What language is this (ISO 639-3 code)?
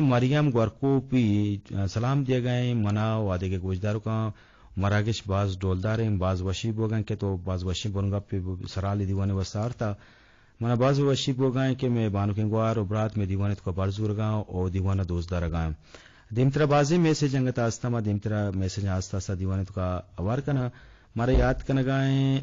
bgp